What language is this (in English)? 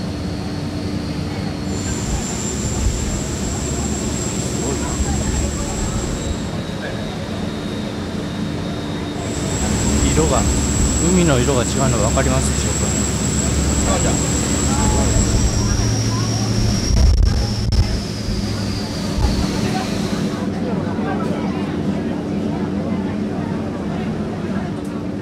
Japanese